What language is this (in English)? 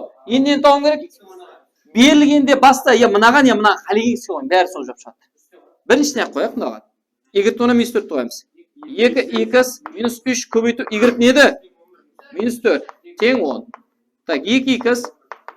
Kara-Kalpak